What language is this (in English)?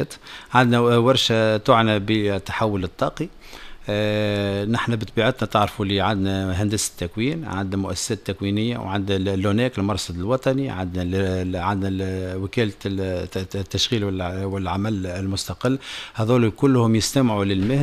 Tunisian Arabic